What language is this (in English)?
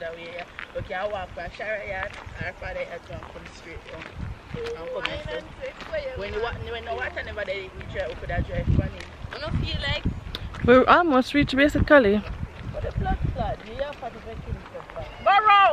Jamaican Creole English